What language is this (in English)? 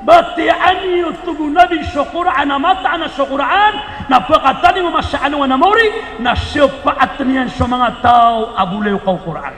Maranao